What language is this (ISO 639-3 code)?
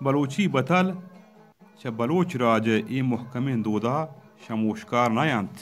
bal